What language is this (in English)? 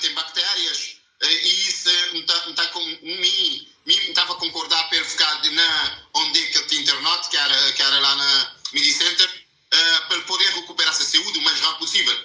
Kabuverdianu